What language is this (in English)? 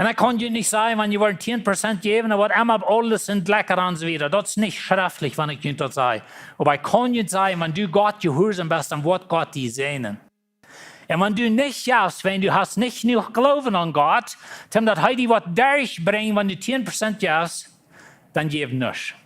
Plautdietsch